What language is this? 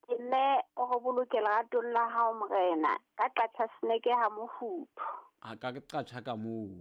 Southern Sotho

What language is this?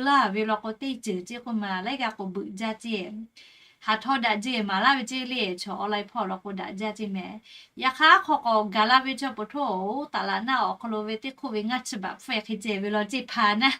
Lahu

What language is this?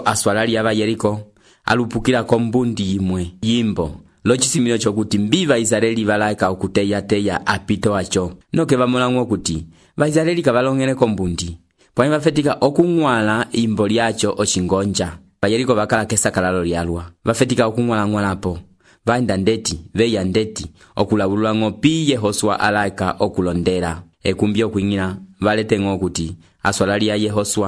Umbundu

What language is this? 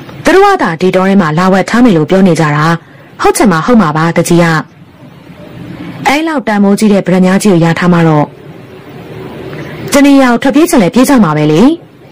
Burmese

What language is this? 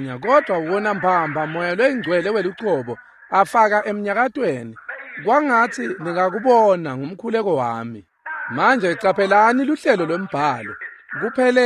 Swati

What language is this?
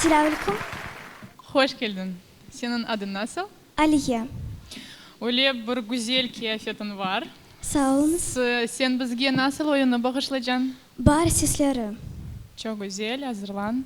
Crimean Tatar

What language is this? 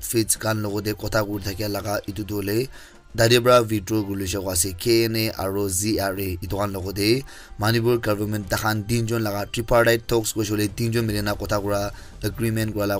Naga Pidgin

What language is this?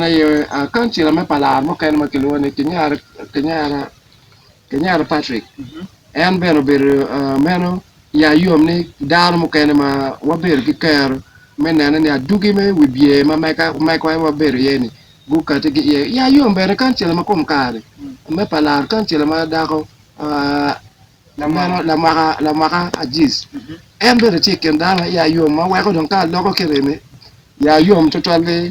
Acoli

